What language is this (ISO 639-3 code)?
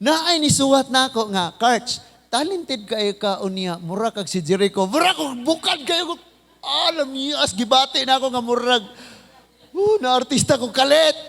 ceb